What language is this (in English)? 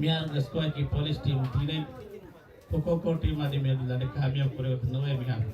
Divehi